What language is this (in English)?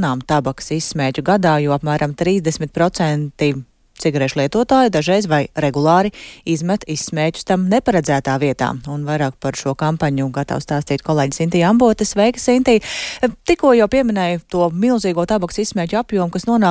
Latvian